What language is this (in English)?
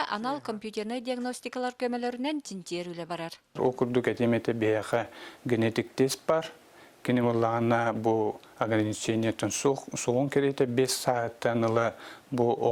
Yakut